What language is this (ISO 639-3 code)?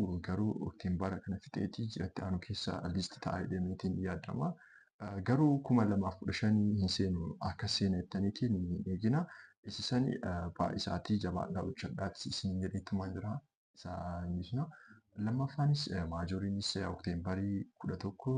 orm